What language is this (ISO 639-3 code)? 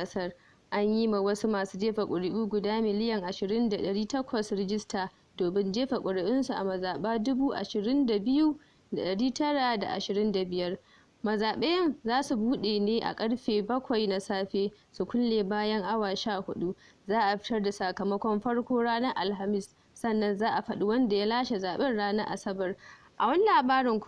hau